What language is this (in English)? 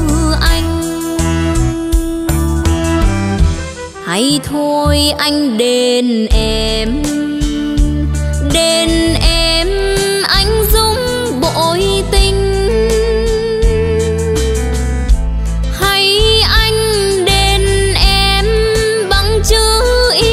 Vietnamese